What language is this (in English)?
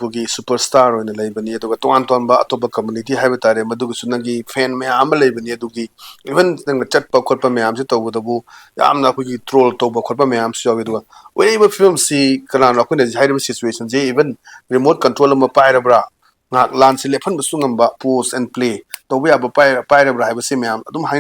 Manipuri